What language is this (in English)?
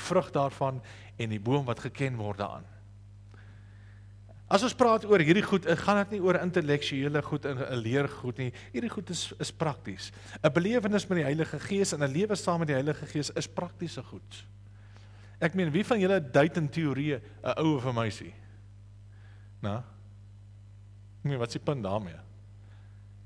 Afrikaans